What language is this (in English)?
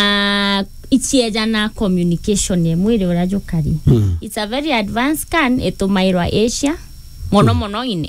Meru